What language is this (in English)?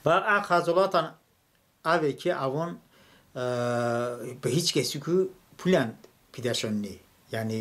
Talysh